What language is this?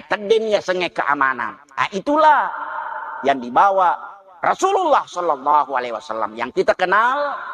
Buginese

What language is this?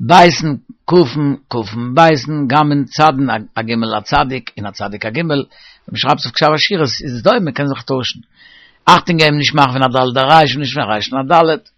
Yiddish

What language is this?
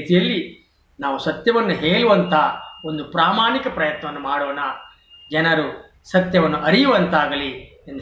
Kannada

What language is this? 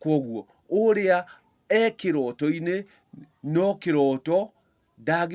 Kikuyu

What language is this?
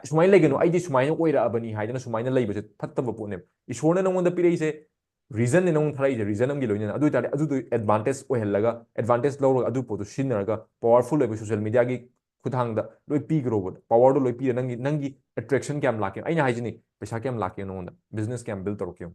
Manipuri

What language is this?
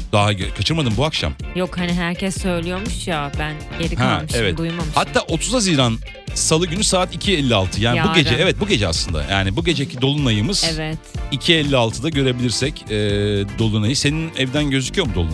Turkish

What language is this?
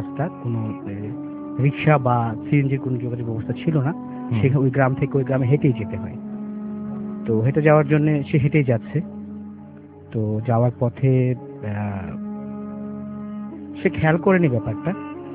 Bangla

